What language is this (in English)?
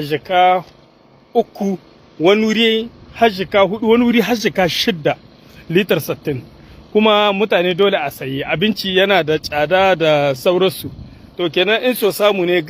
Hausa